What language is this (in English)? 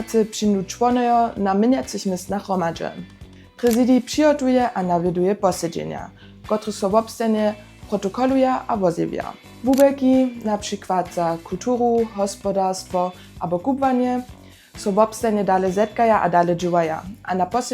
Upper Sorbian